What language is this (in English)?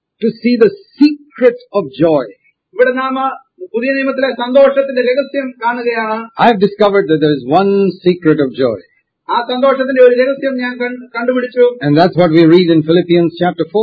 Malayalam